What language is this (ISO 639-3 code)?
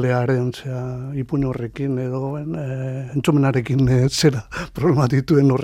eus